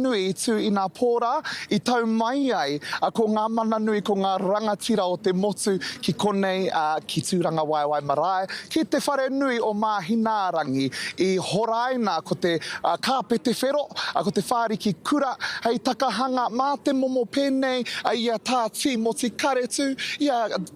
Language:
Māori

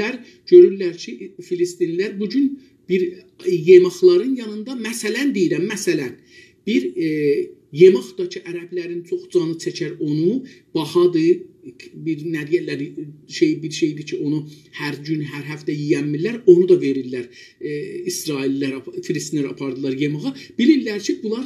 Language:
South Azerbaijani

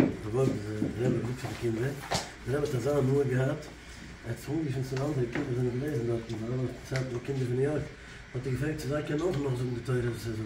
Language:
Yiddish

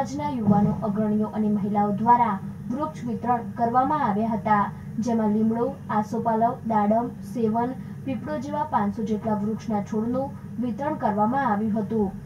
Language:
Gujarati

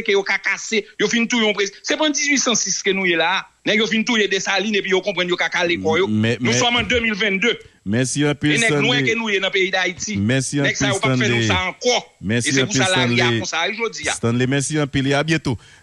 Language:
Haitian Creole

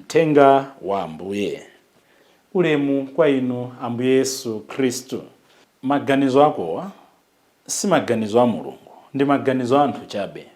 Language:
Nyanja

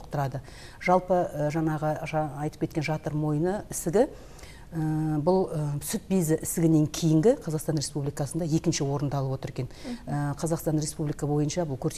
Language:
Kazakh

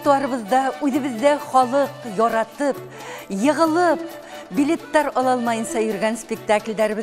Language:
Bashkir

